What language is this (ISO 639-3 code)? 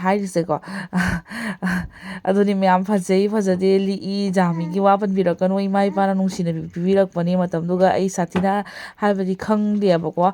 mni